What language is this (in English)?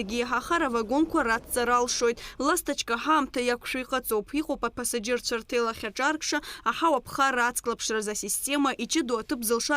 Abkhazian